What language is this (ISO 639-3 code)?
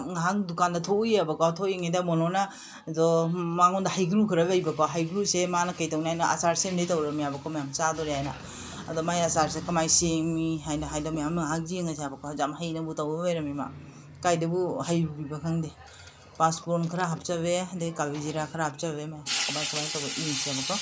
mni